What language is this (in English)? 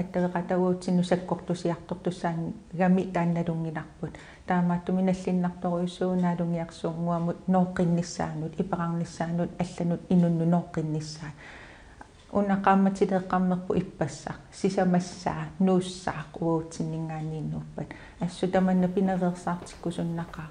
Kalaallisut